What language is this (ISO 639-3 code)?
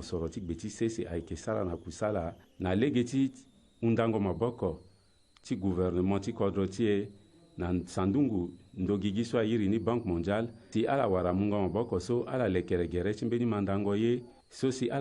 sag